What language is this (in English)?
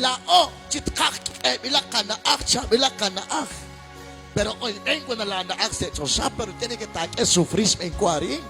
Kekchí